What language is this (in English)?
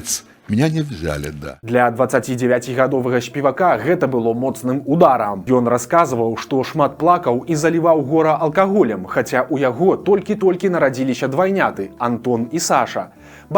Belarusian